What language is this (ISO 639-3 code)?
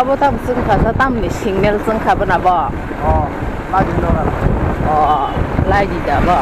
trp